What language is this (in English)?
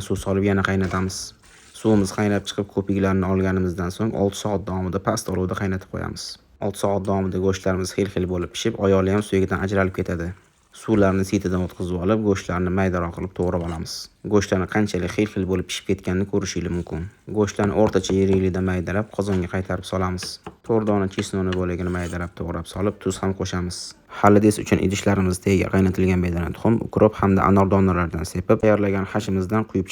Uzbek